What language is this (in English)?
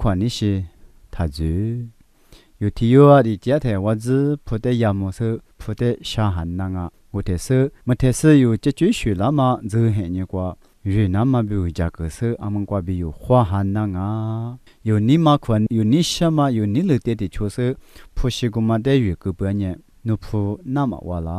Lisu